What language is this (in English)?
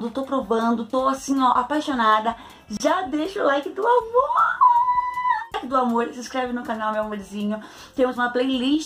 Portuguese